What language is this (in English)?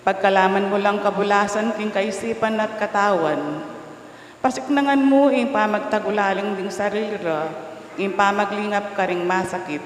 Pampanga